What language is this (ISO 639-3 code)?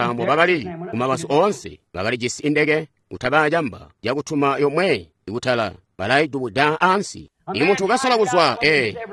toi